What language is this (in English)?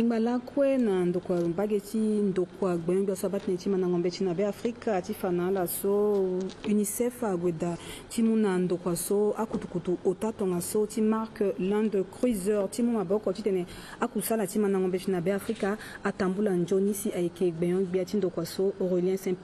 Sango